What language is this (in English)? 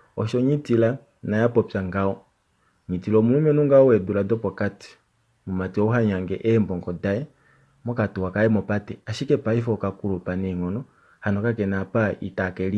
Kuanyama